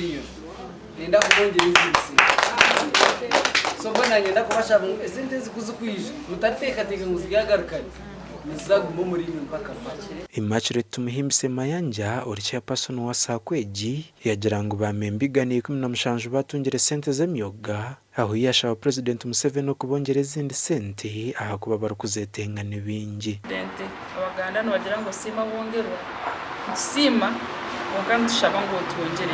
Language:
Nyankole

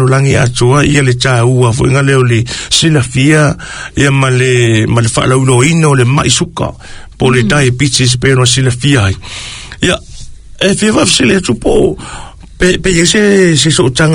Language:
Samoan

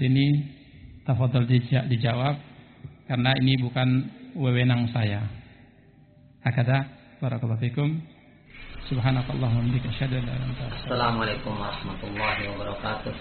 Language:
Indonesian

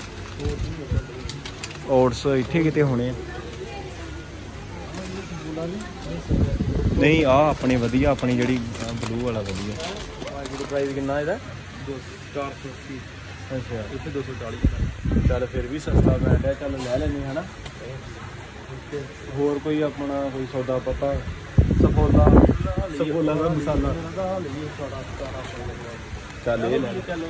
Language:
Punjabi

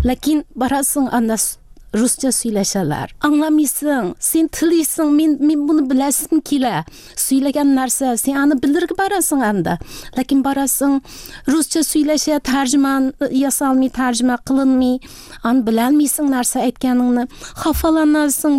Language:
Tatar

